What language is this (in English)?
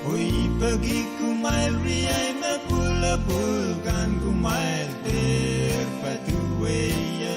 Pohnpeian